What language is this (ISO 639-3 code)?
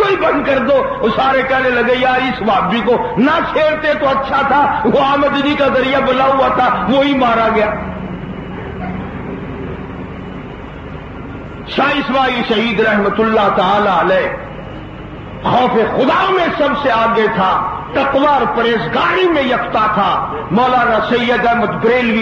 urd